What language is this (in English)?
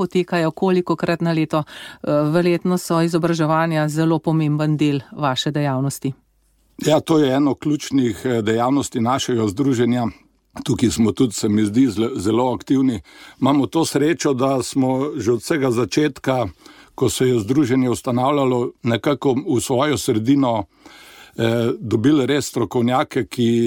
Slovenian